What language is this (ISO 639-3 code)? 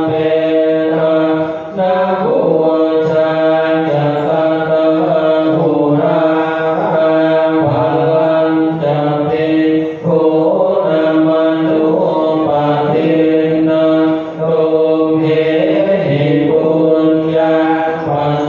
pli